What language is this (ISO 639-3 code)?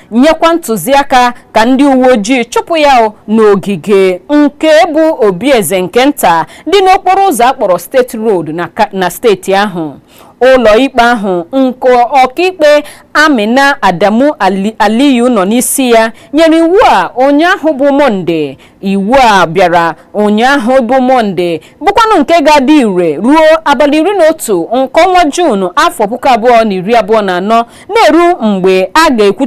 ibo